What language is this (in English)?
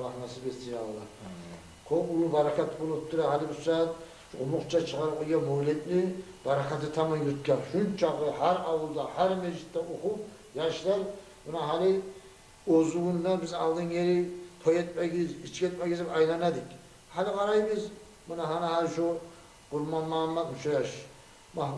Kumyk